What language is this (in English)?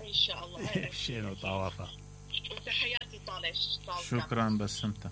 Mesopotamian Arabic